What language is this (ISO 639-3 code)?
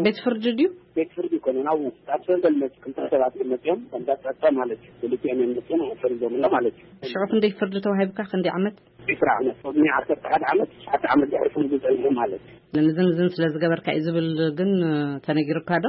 tir